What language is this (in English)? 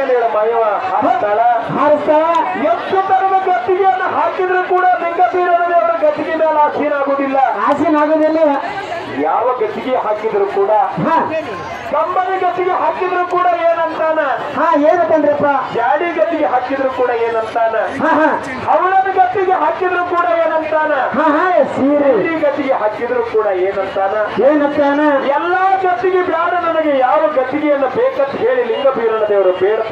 Kannada